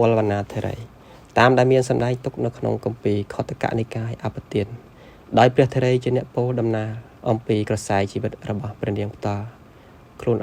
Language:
Khmer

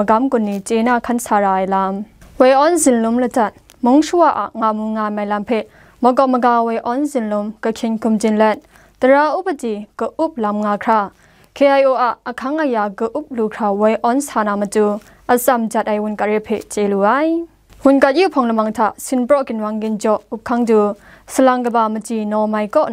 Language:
Kachin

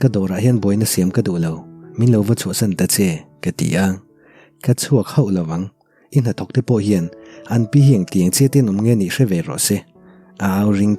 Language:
Mizo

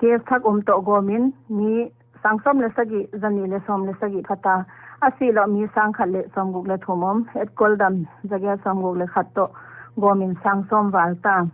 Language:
Paite Chin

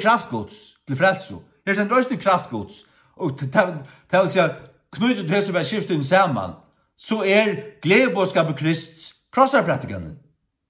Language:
Faroese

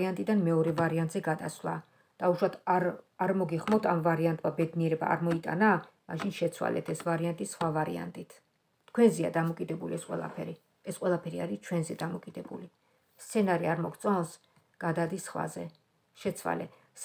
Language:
Georgian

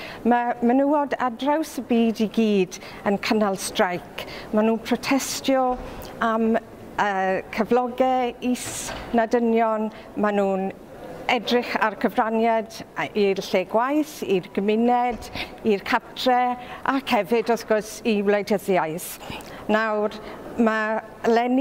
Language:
Welsh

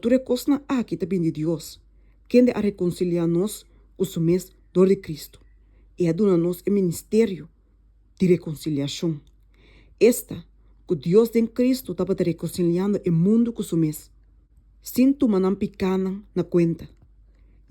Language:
Papiamento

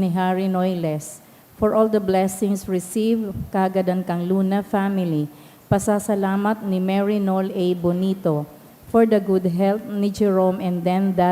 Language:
Bikol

